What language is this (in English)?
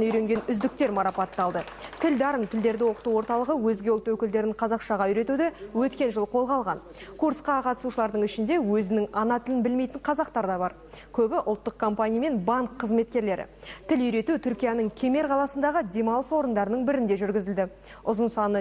Kazakh